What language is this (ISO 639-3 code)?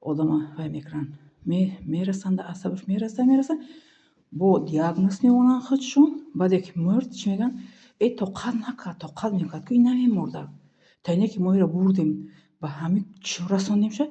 tgk